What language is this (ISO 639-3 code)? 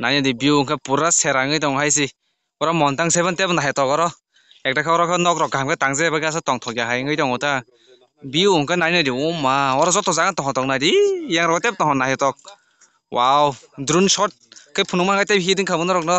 trp